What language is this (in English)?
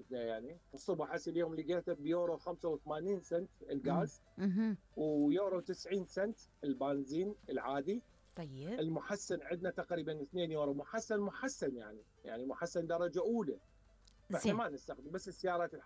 Mesopotamian Arabic